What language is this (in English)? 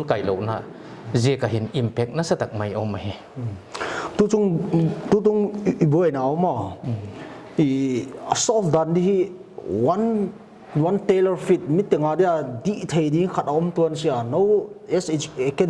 Paite Chin